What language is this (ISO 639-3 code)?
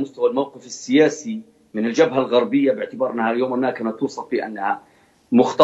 ara